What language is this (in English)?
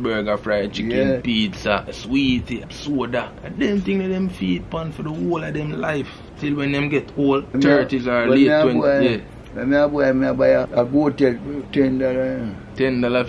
Jamaican Creole English